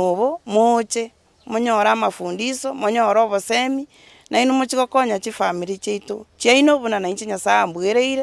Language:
Gusii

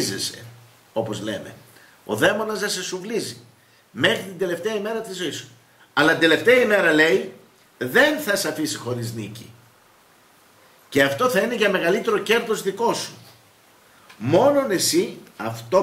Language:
Greek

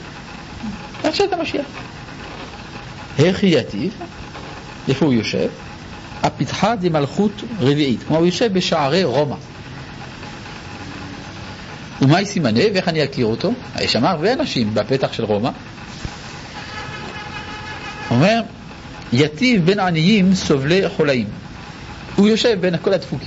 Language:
Hebrew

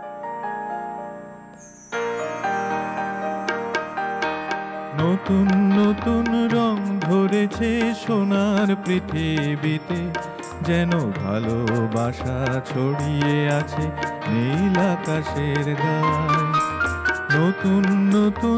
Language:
Bangla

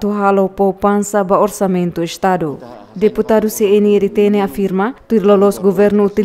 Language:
Tetum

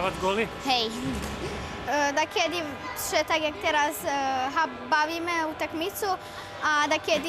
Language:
Rusyn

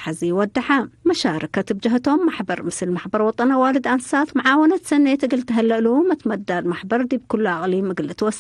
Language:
Tigre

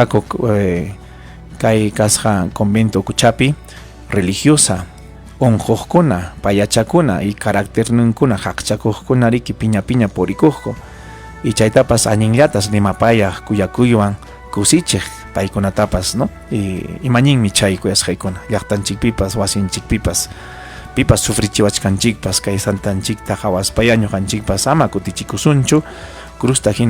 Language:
Ayacucho Quechua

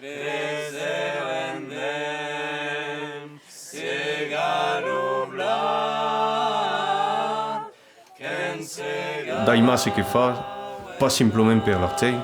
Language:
Occitan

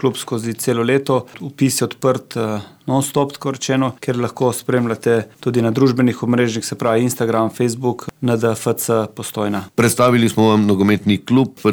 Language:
Slovenian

